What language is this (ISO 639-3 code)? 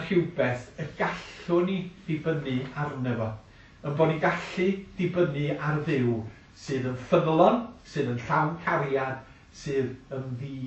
cym